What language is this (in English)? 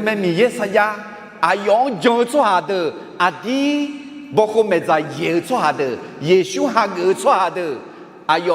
Akha